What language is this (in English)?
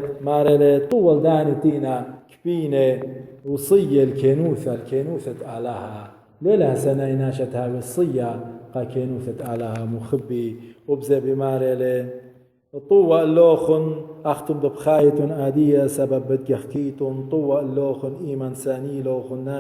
Assyrian Neo-Aramaic